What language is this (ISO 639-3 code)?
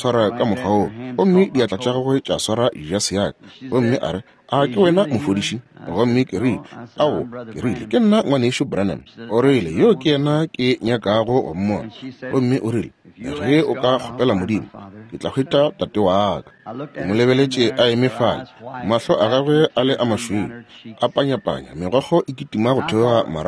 nso